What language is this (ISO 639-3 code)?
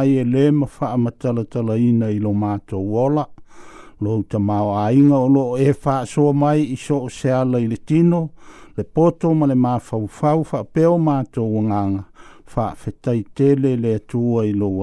smo